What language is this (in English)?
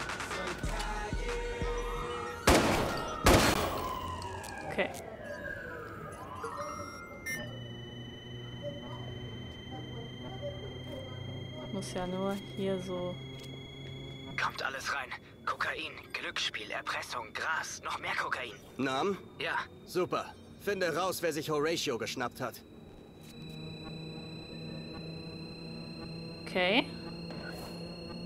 German